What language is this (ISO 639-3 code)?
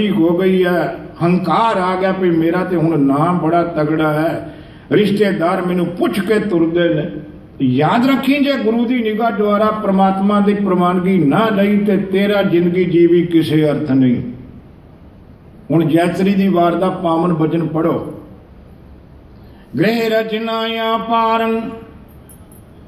pan